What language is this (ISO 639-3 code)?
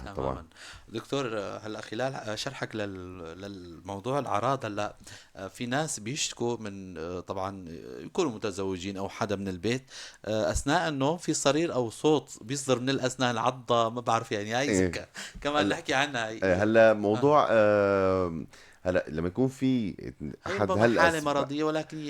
apc